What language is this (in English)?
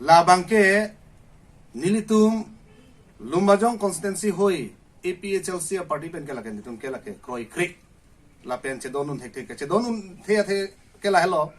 Karbi